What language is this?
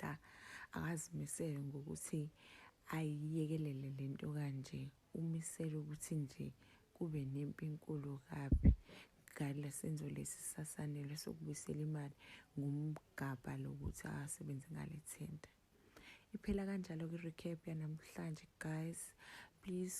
Zulu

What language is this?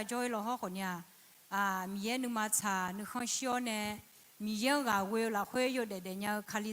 Akha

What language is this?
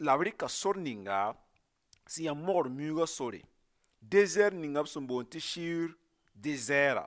Mossi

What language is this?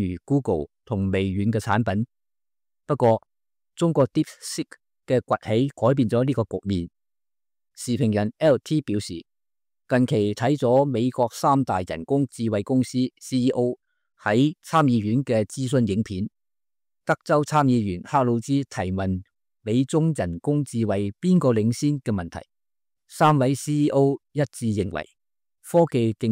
Cantonese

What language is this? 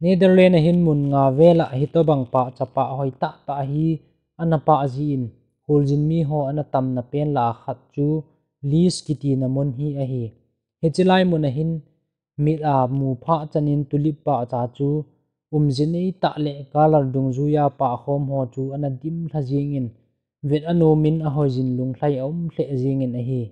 Thado Chin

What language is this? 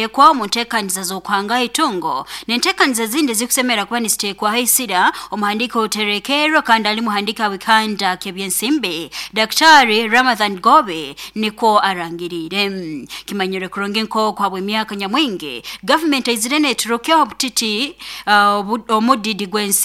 Nyoro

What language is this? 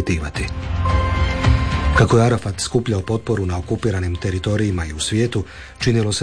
Croatian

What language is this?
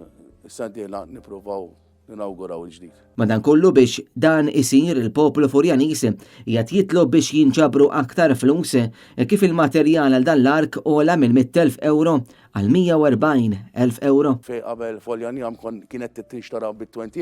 Maltese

